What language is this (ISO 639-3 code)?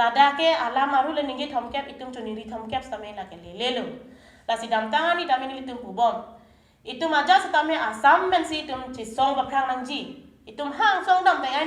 mjw